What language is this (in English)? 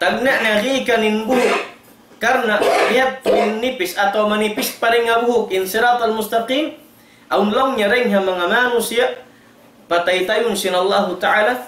Tausug